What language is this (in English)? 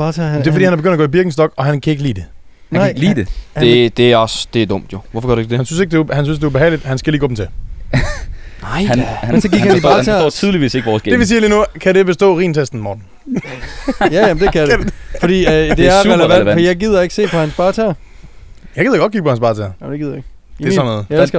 Danish